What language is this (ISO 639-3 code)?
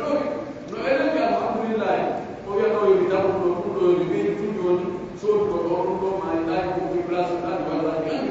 fuf